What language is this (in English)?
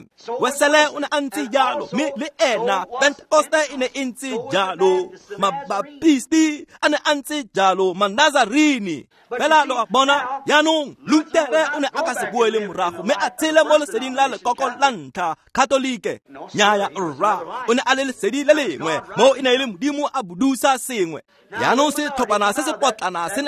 Tswana